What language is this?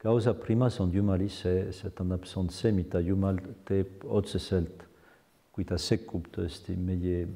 Estonian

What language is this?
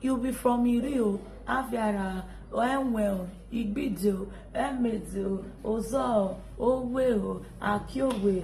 Nigerian Pidgin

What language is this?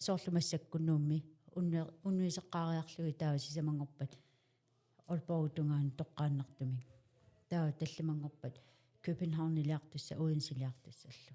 Kalaallisut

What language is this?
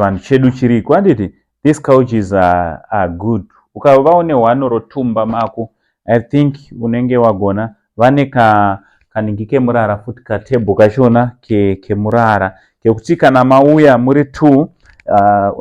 Shona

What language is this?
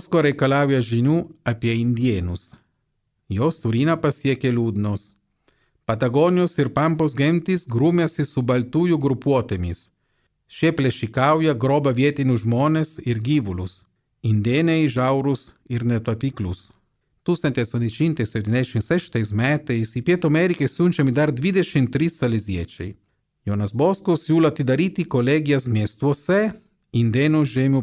Lithuanian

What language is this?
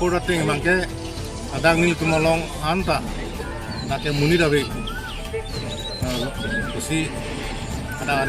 Karbi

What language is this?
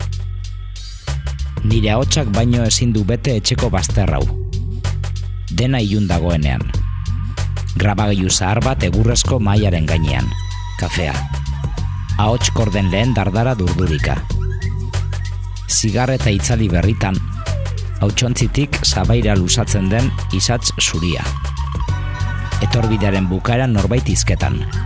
Basque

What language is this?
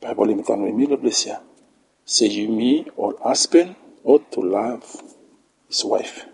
Bislama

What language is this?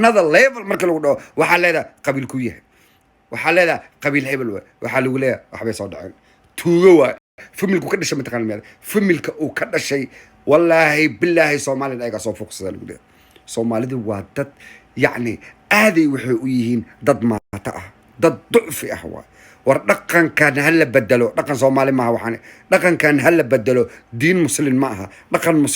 Somali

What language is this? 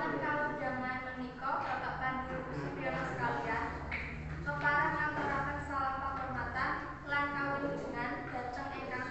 Javanese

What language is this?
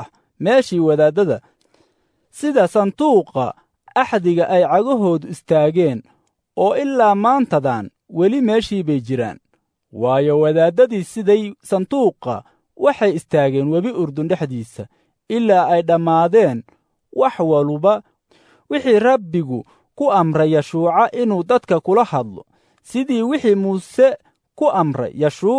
Somali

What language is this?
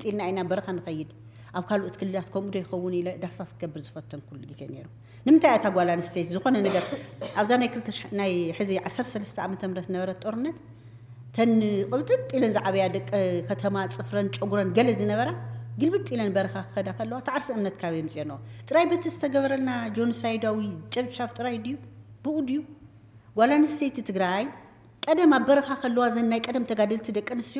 Tigrinya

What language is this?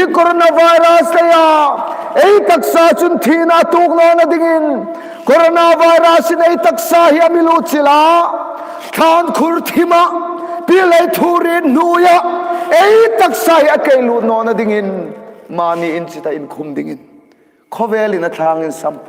Hmar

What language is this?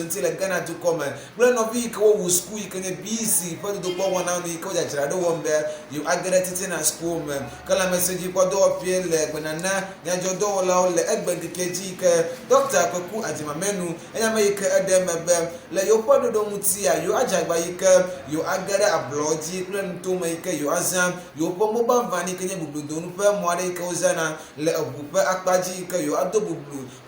Ewe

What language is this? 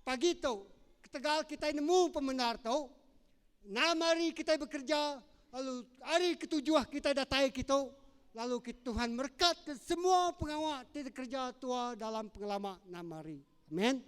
Iban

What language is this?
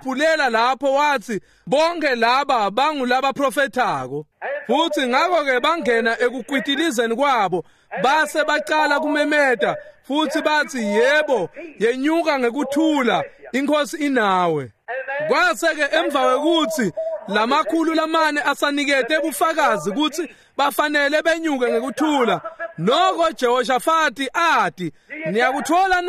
Swati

